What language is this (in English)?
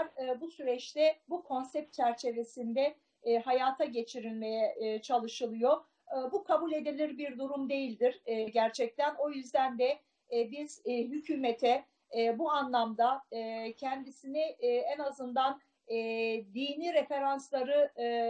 Turkish